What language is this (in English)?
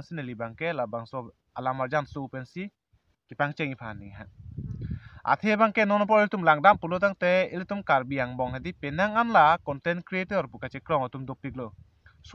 Karbi